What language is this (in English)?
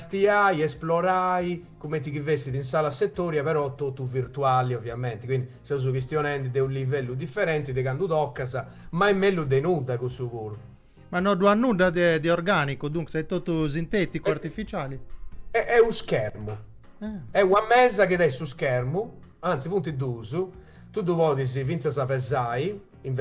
Sardinian